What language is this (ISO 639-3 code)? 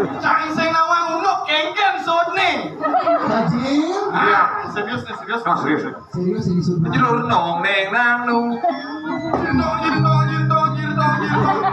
ban